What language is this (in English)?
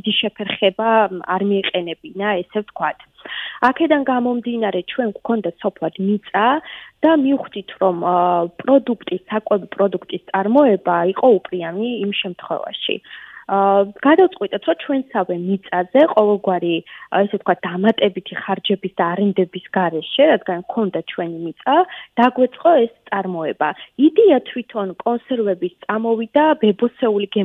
Georgian